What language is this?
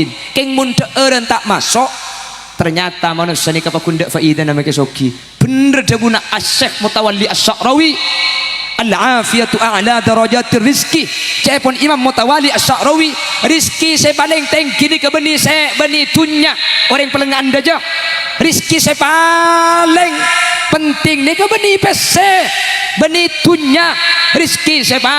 Madurese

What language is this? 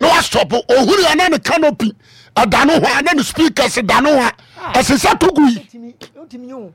Akan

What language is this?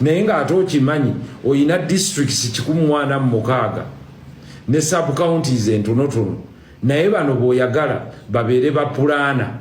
Ganda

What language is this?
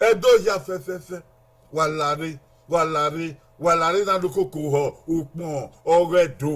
Bini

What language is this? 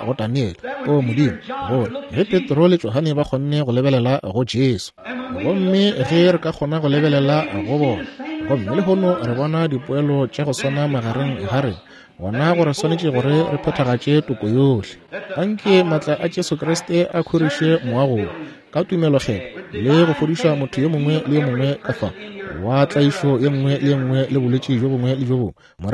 Northern Sotho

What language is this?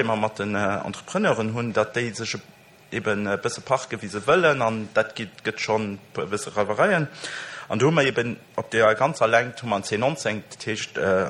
Luxembourgish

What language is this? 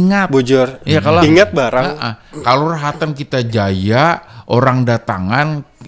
Banjar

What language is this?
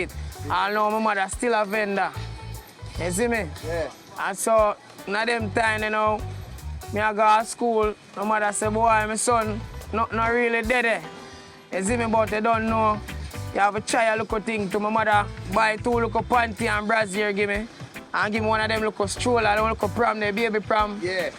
Jamaican Creole English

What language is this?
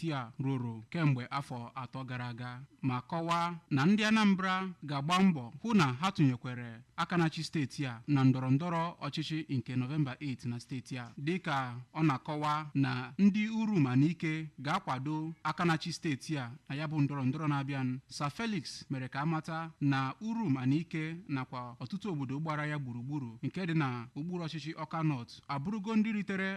Igbo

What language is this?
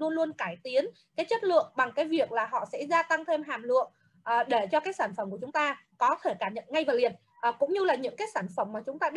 Vietnamese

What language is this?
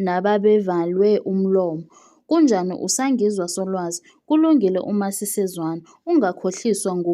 Zulu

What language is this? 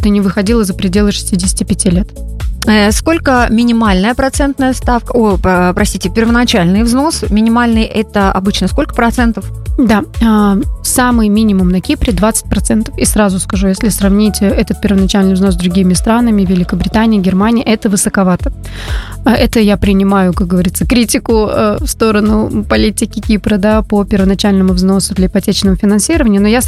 Russian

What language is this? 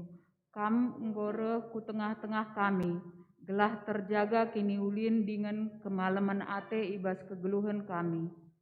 Batak Karo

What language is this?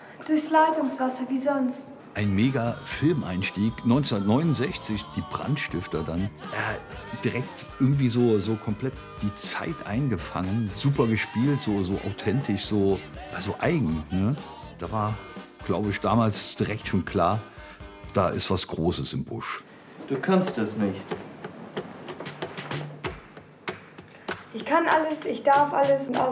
German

